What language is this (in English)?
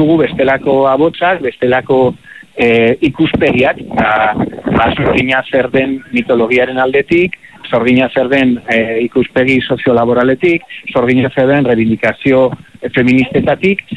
Basque